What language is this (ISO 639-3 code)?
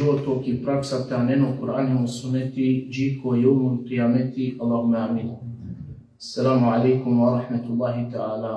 rmn